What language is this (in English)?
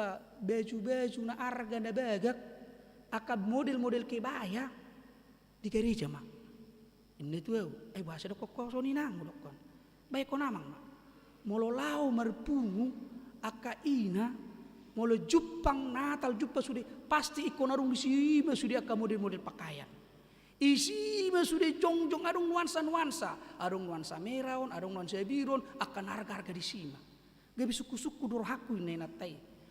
Batak Toba